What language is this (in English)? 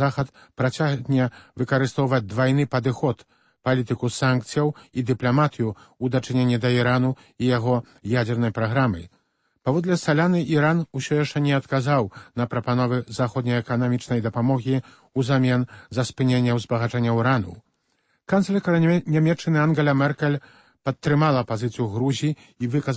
Belarusian